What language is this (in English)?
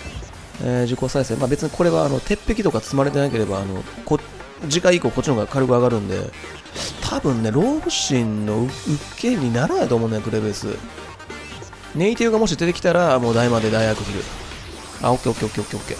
Japanese